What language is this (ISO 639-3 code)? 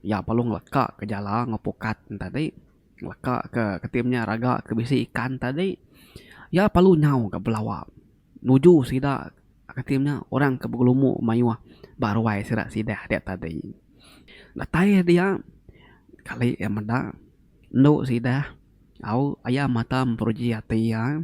iba